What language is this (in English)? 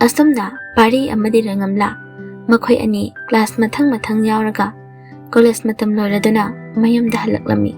Manipuri